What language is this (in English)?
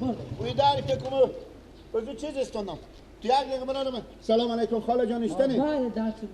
Persian